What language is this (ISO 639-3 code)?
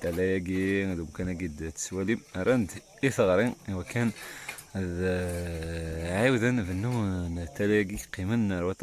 kab